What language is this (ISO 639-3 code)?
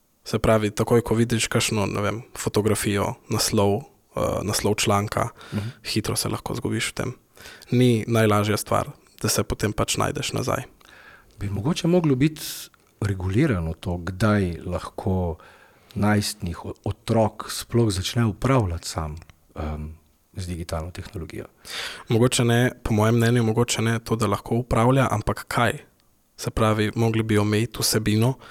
slv